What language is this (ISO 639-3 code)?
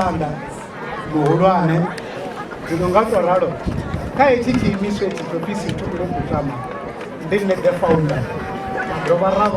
ven